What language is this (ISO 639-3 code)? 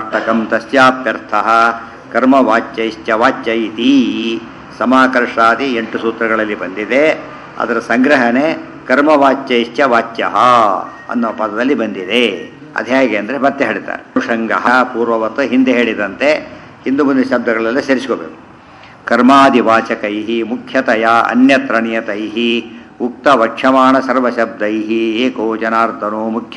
kan